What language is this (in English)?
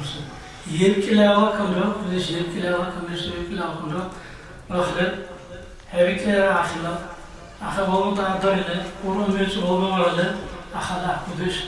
Dargwa